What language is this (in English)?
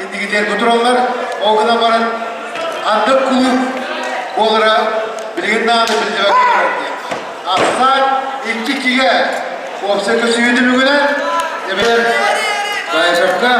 Yakut